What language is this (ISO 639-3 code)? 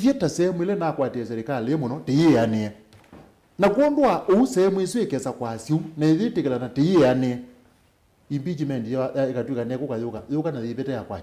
kam